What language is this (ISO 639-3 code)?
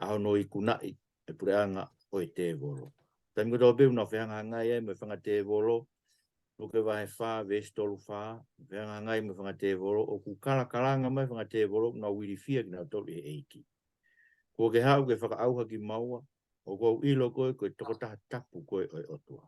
ton